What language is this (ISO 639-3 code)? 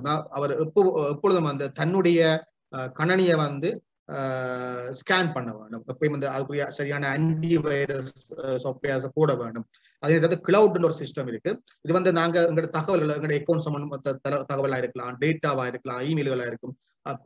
tam